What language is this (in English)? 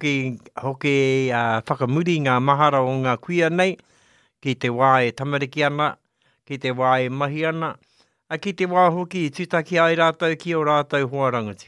Māori